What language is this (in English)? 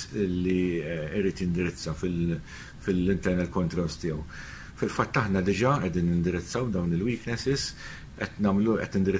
Maltese